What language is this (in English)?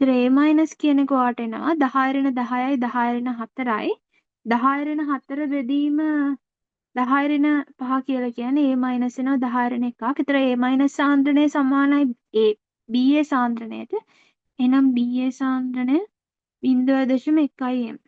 Sinhala